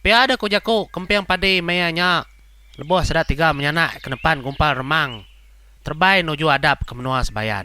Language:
Iban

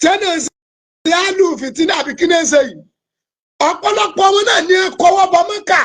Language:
Yoruba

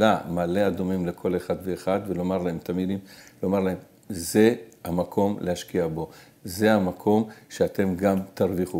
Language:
Hebrew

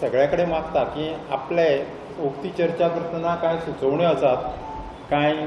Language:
Konkani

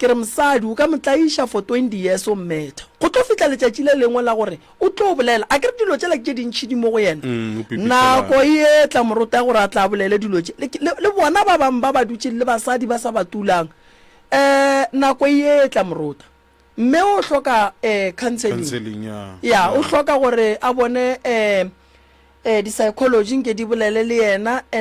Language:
Northern Sotho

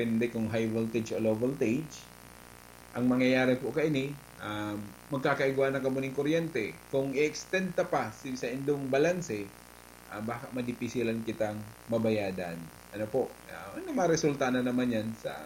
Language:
Bikol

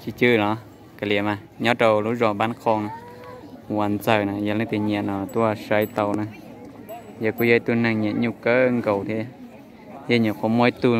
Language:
Hmong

